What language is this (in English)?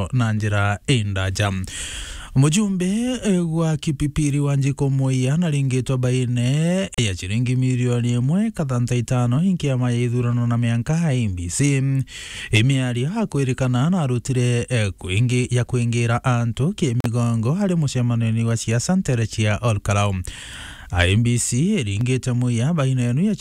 Meru